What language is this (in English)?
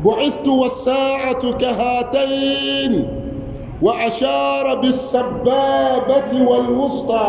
Dagbani